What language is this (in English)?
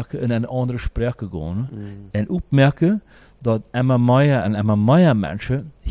Plautdietsch